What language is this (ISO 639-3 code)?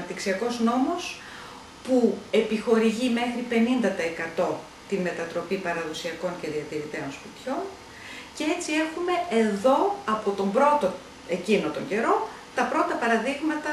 ell